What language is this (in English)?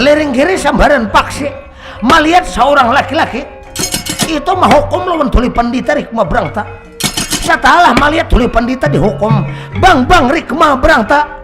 Banjar